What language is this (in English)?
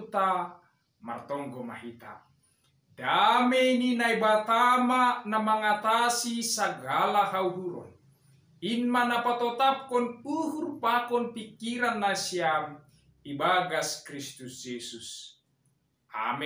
Batak Simalungun